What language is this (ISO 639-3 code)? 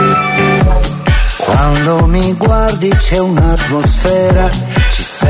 ita